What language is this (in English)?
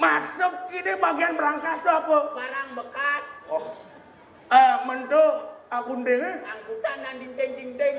Balinese